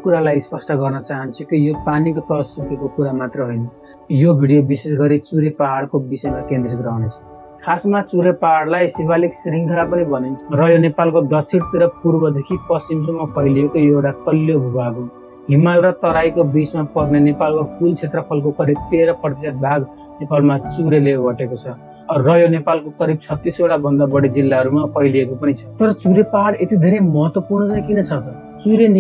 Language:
Nepali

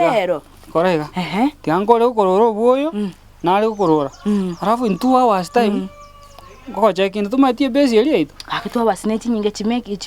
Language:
Gusii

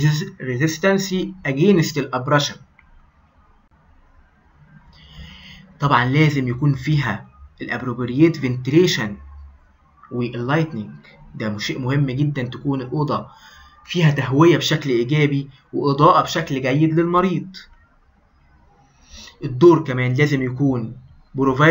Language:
Egyptian Arabic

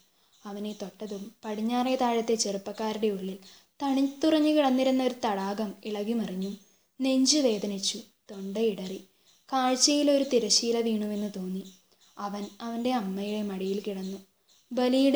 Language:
Malayalam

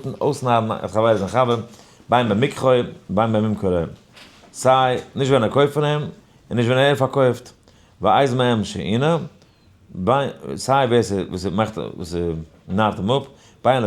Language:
Yiddish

